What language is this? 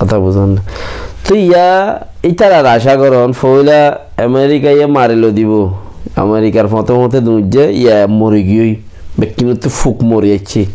Rohingya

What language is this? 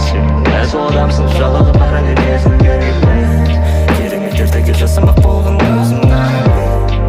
Kazakh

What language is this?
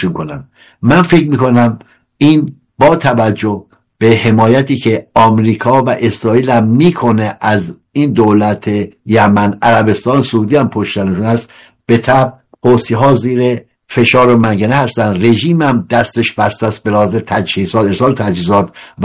Persian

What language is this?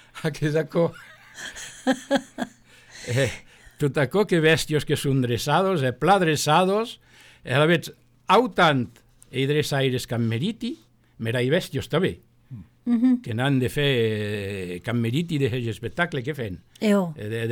Occitan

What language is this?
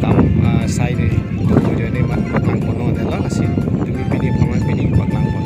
Karbi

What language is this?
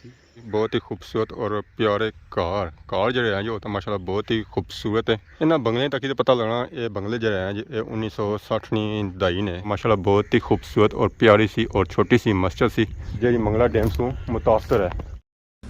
Pahari-Potwari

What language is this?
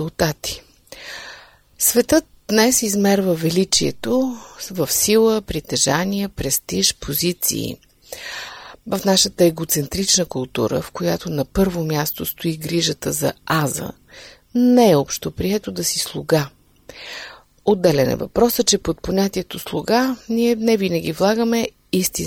Bulgarian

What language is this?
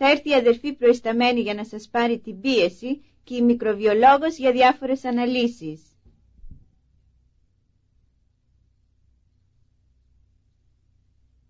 Greek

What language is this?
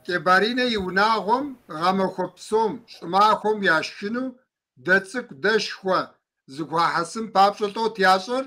Kabardian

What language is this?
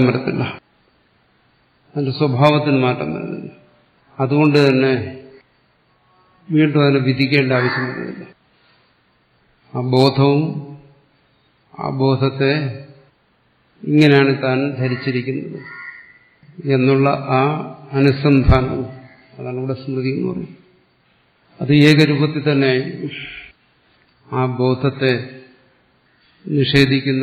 Malayalam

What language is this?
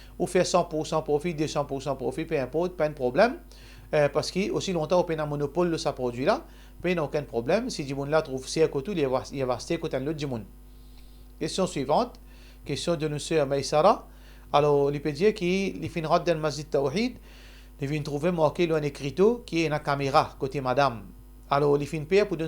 Morisyen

